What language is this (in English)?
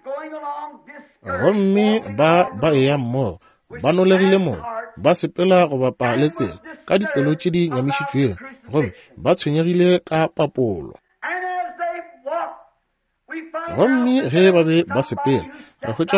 Northern Sotho